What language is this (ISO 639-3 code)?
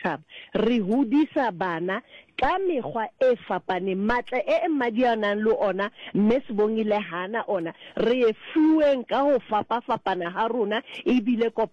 sot